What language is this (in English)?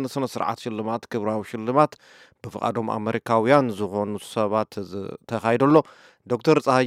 Tigrinya